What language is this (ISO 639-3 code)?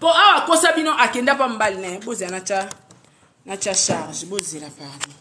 lin